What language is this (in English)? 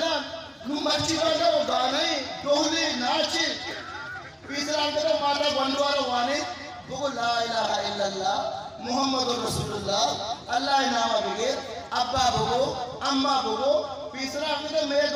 Eastern Balochi